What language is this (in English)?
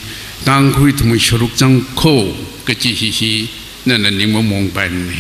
Tangkhul Naga (India)